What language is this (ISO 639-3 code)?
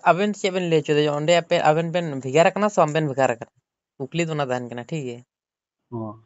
sat